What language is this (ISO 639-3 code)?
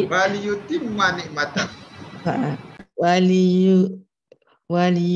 msa